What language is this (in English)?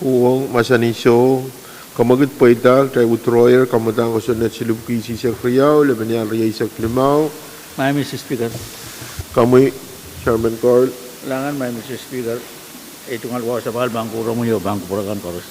Pohnpeian